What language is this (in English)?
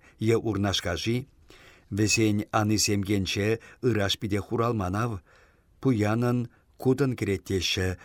Chuvash